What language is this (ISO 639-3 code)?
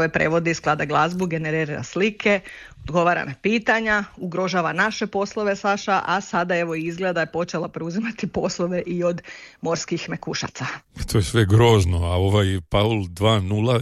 hrv